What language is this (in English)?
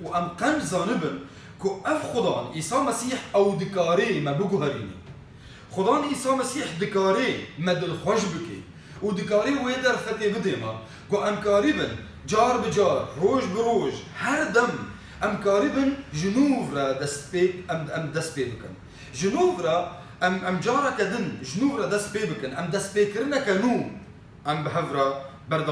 Kurdish